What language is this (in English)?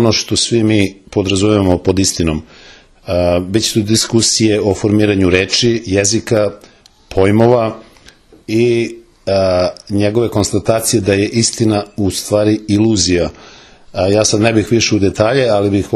Serbian